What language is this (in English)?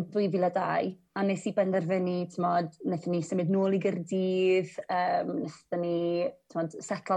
Welsh